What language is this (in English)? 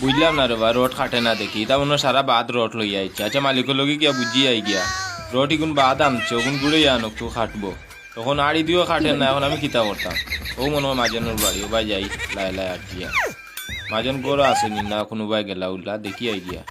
Sylheti